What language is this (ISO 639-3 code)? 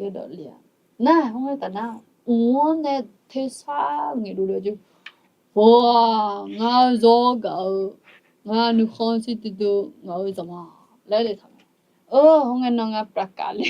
ahk